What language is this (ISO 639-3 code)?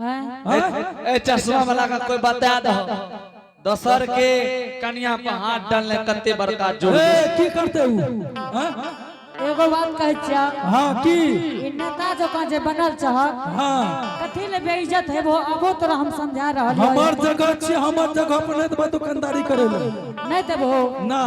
anp